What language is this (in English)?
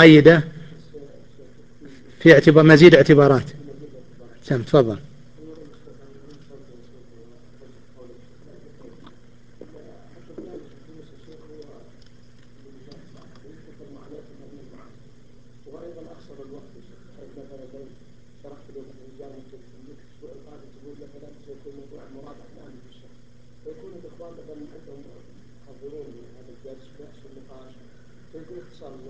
Arabic